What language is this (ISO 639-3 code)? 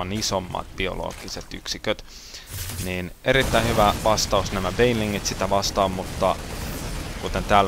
fin